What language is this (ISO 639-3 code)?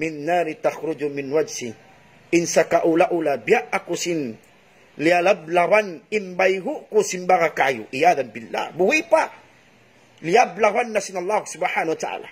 tsg